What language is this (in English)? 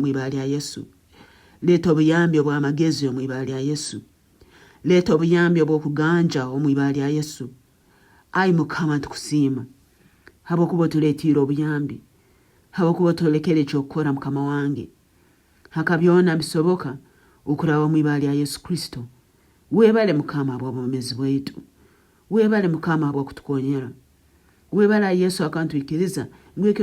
Nyankole